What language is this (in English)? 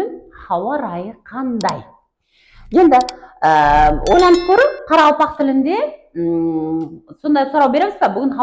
Kara-Kalpak